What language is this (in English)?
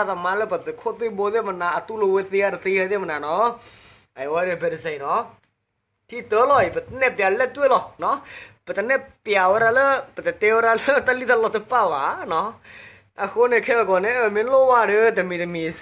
S'gaw Karen